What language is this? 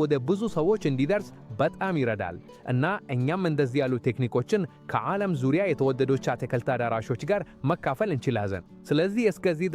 Amharic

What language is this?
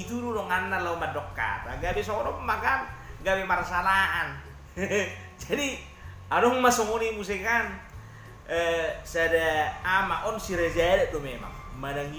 Batak Toba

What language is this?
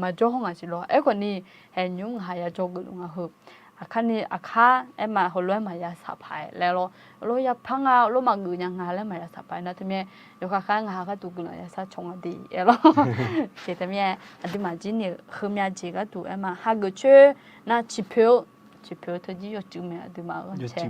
Akha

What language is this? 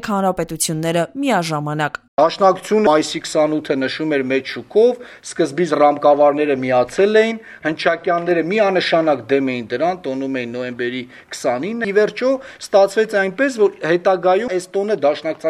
Armenian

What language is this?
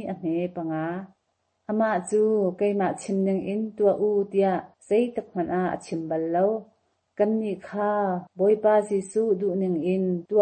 Hakha Chin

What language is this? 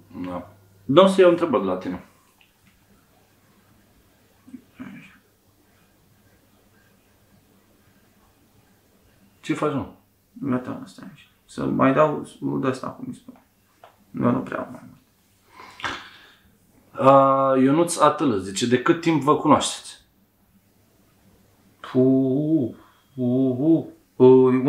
Romanian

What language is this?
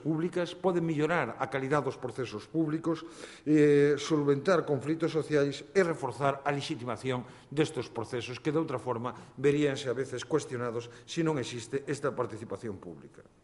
Galician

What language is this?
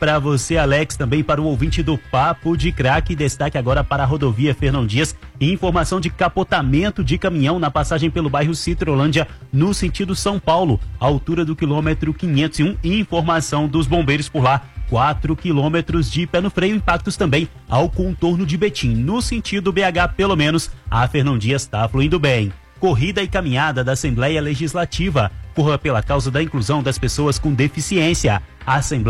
Portuguese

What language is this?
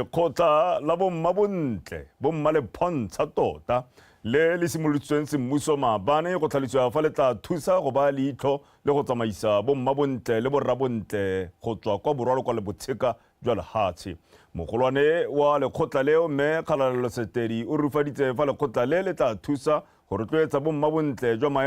Tswana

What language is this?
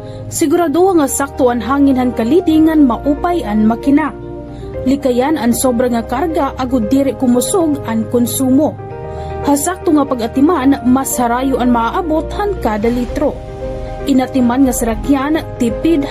Waray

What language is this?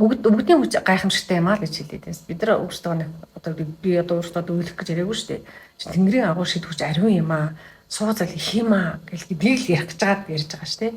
Mongolian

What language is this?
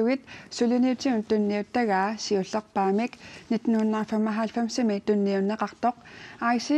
Kalaallisut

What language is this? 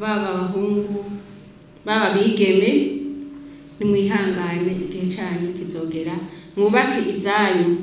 Rundi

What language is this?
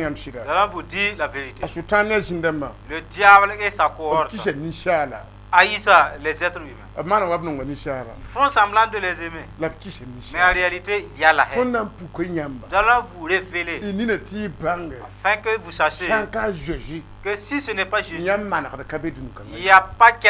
Mossi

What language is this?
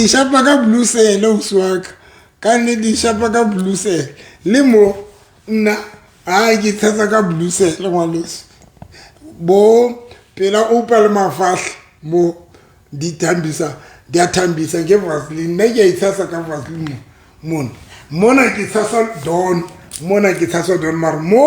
Southern Sotho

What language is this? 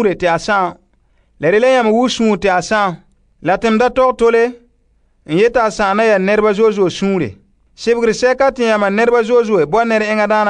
Frafra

